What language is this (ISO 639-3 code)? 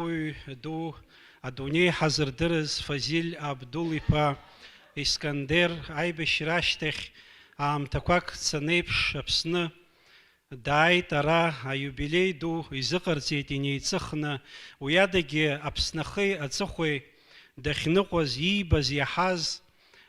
abk